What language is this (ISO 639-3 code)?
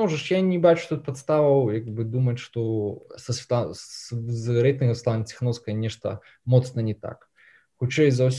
bel